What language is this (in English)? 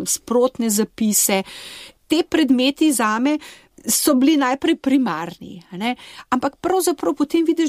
Slovenian